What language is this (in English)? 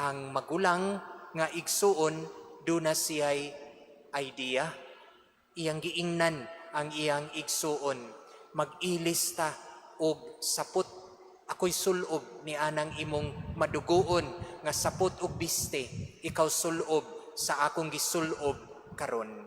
Cebuano